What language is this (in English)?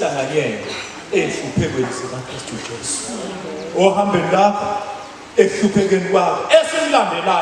Zulu